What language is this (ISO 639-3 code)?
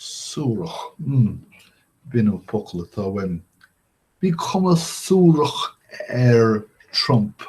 gle